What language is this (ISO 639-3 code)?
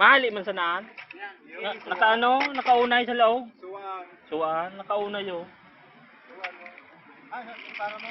bik